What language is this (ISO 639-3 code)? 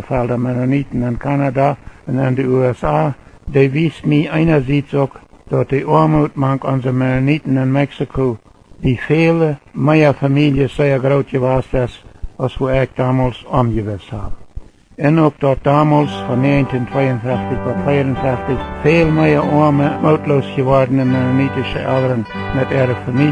pdt